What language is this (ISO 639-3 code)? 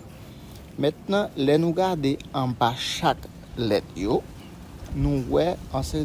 hat